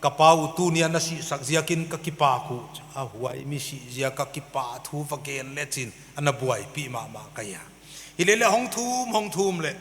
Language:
Paite Chin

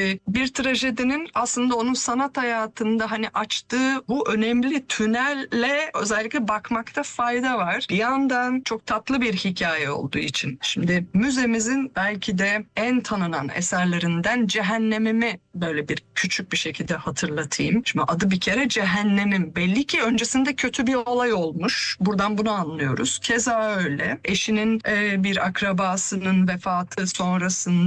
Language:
Turkish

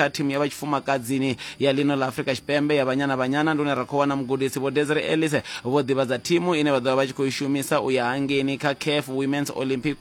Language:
Venda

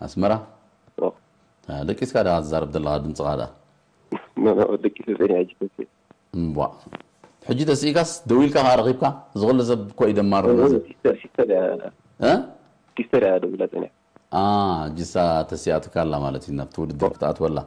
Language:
Tigrinya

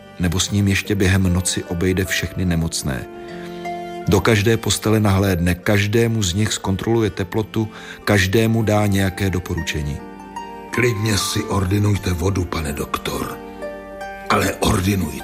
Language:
Czech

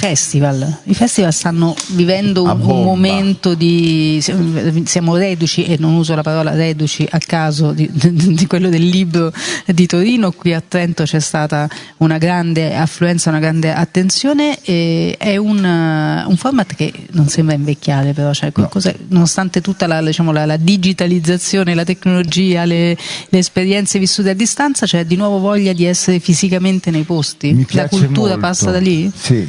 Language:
Italian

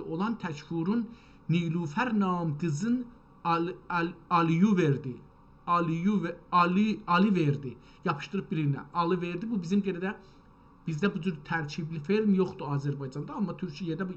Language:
South Azerbaijani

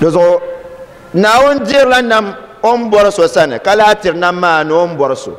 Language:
Dagbani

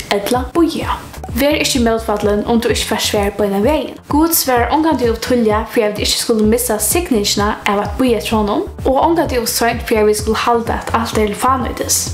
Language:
Faroese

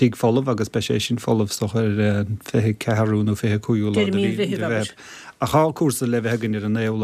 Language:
Irish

